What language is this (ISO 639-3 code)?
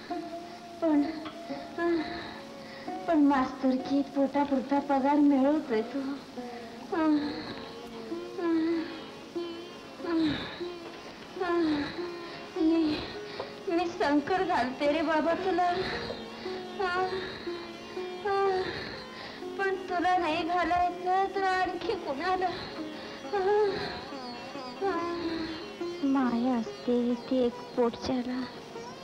mar